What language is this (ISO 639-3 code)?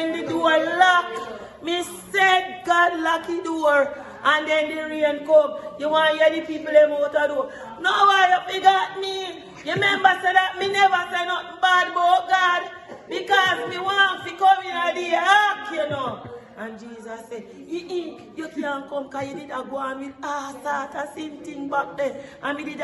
jam